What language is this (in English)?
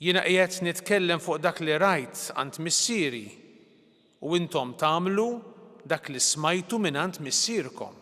Maltese